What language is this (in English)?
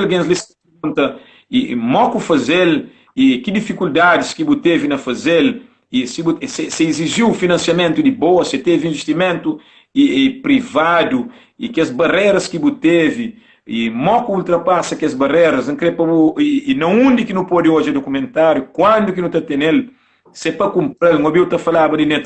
Kabuverdianu